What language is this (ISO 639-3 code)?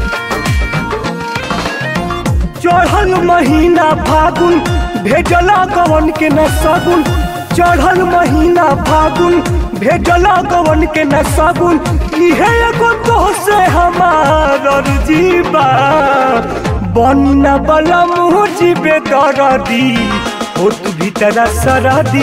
bho